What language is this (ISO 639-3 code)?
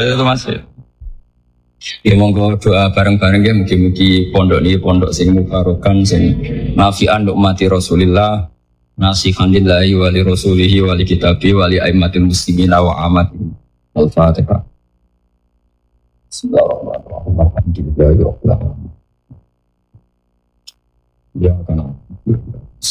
jav